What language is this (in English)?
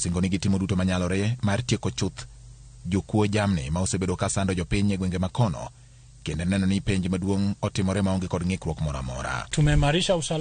Luo (Kenya and Tanzania)